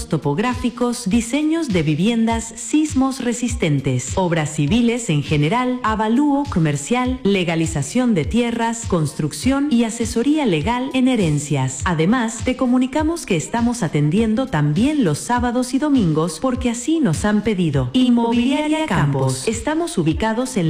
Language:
Spanish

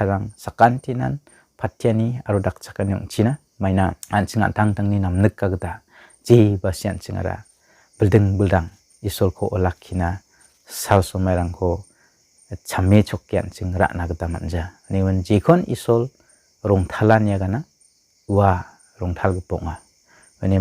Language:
Garo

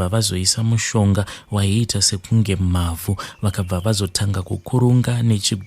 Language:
Shona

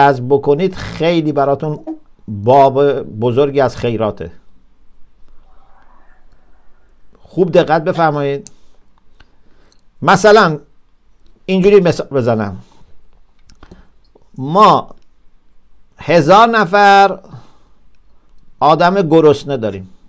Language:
Persian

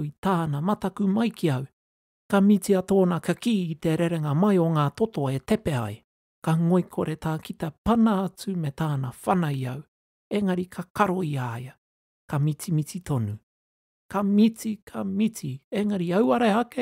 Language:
Māori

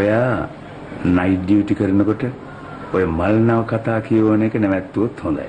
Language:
Sinhala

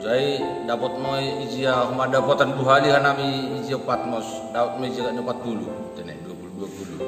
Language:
Batak Simalungun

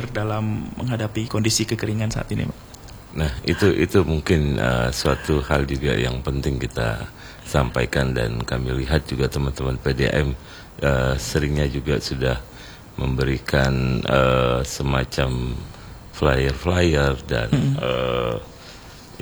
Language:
Indonesian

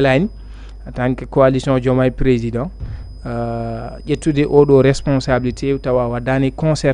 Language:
Fula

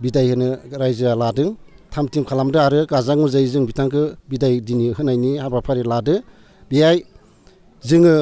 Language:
Bodo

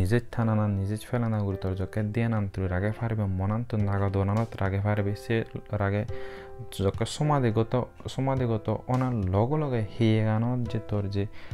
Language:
Chakma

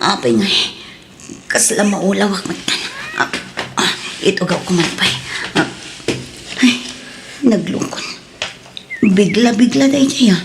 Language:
Iloko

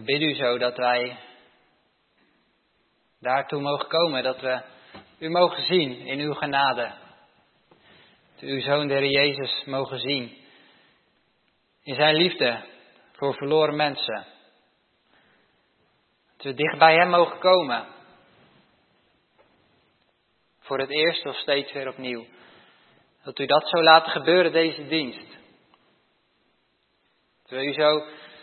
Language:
Dutch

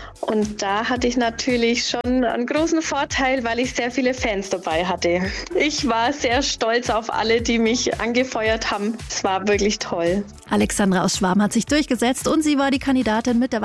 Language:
German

